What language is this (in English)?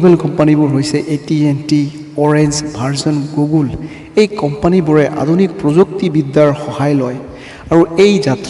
Assamese